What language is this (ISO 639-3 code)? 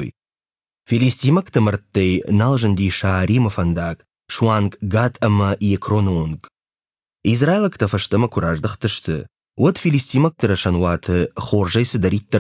oss